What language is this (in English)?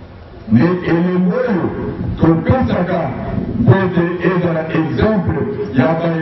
Lingala